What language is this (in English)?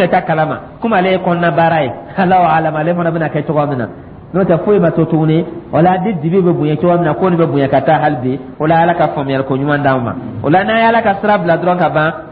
Dyula